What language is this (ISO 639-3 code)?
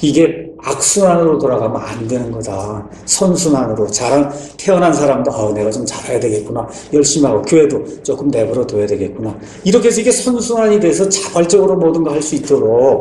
kor